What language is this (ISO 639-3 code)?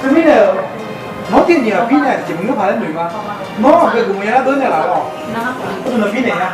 ahk